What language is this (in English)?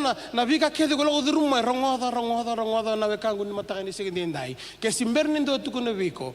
Fijian